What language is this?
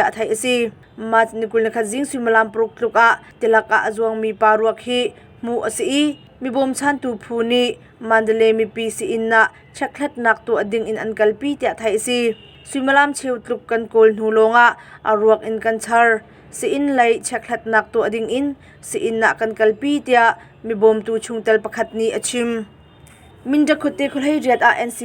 Hakha Chin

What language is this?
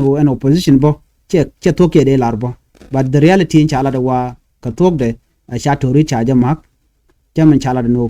Nuer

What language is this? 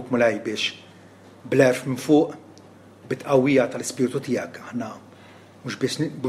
Maltese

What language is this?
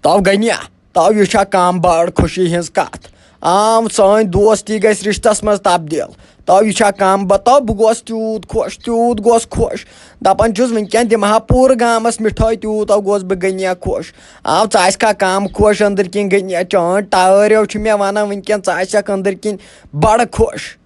Kashmiri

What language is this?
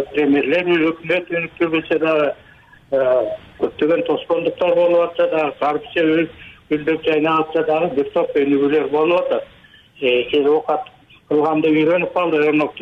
Kyrgyz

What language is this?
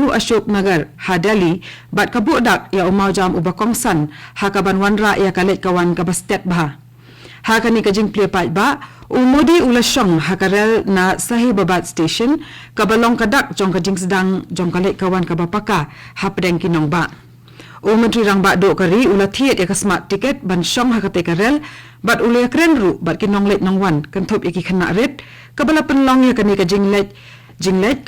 Khasi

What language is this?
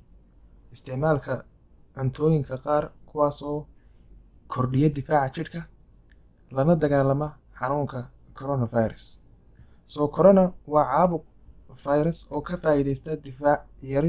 Somali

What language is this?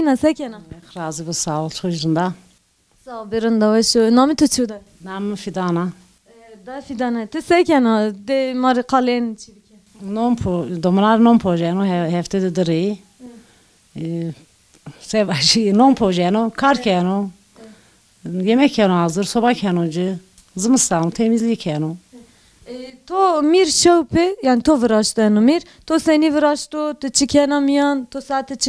Zaza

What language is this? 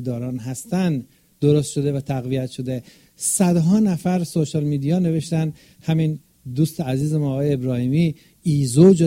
Persian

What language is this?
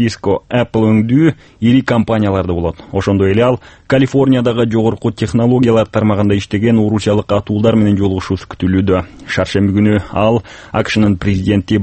Kyrgyz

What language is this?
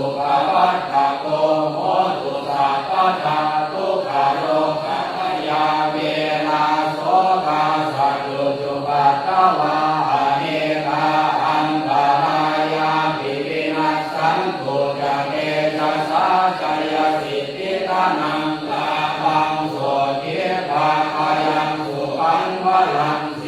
Pali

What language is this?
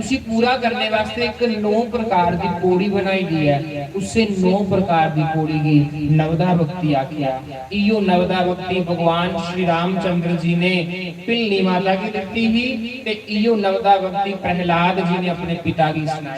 Dogri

